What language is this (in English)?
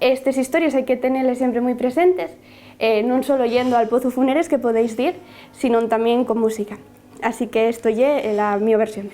Asturian